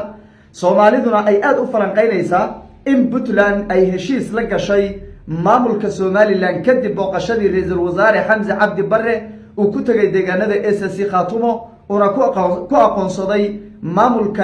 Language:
Somali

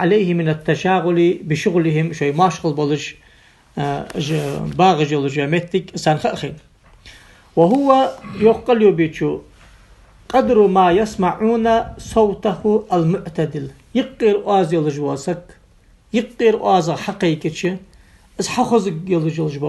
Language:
Ingush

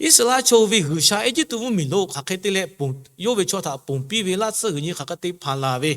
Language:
Lahu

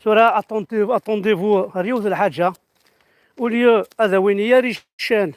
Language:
Kabyle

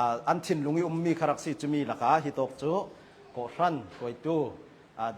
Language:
Hakha Chin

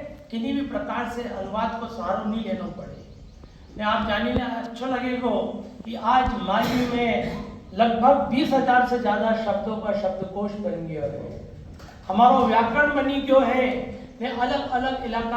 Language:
Rajasthani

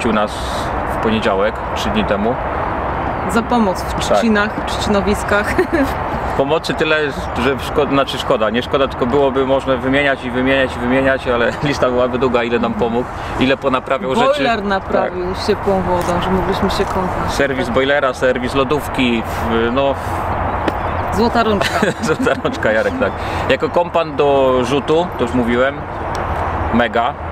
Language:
Polish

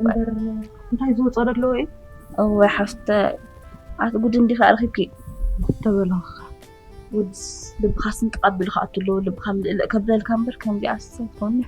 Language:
Tigrinya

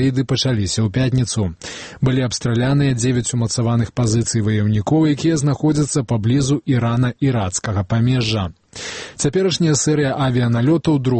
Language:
Belarusian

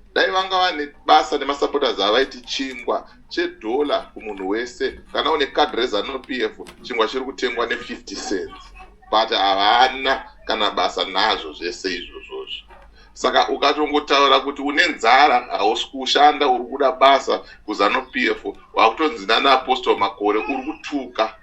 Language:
Shona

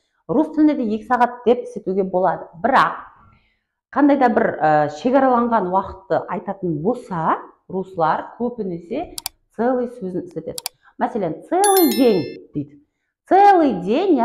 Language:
Kara-Kalpak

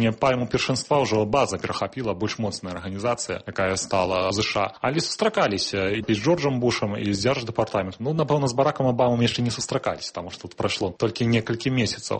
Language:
Belarusian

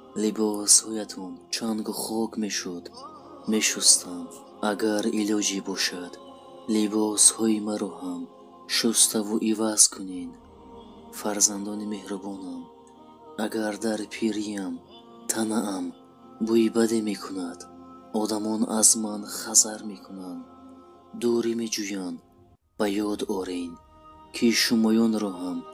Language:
Tajik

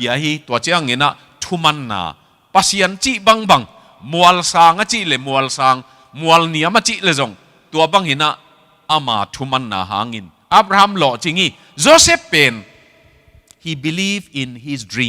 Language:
Tedim Chin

